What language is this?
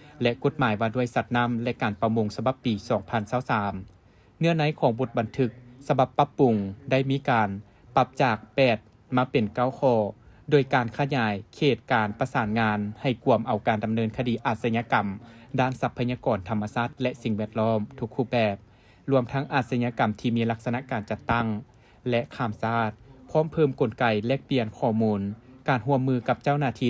Lao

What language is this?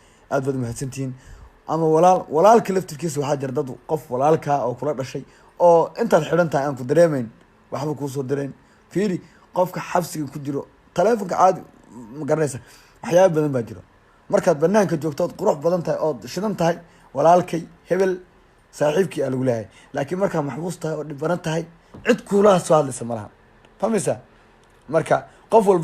Somali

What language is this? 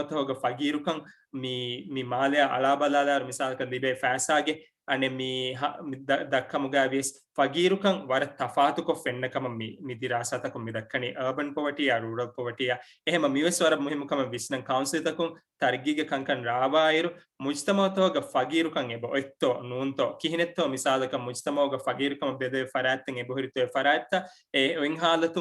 Divehi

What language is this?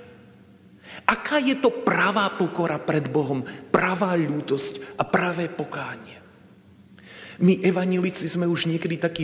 Slovak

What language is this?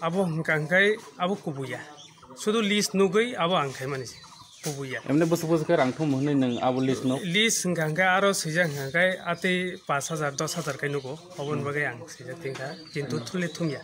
Kok Borok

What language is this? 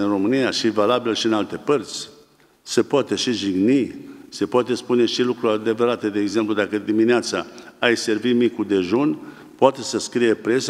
Romanian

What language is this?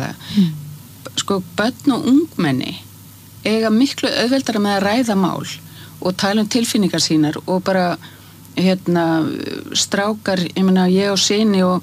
Icelandic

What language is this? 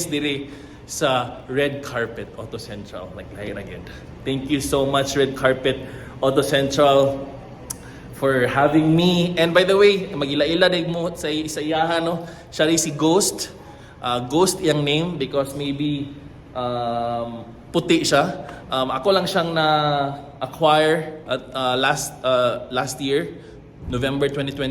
Cebuano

